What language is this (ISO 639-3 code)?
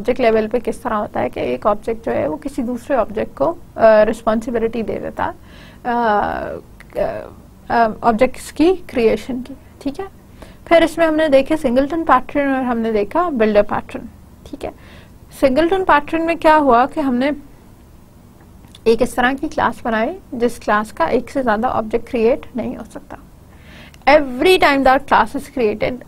hin